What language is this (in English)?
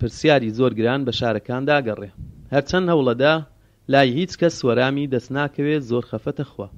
Central Kurdish